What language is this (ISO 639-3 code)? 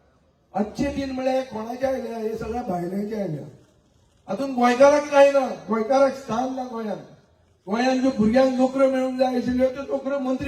kok